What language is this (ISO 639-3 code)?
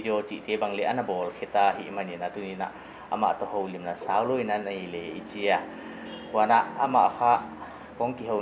pck